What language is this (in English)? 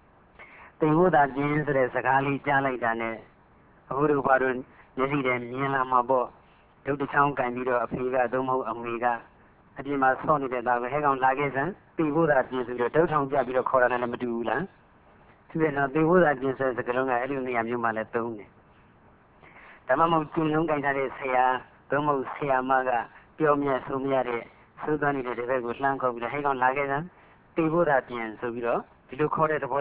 Burmese